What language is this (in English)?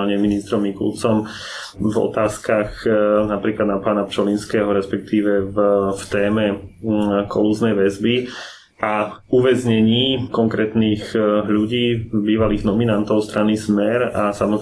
Slovak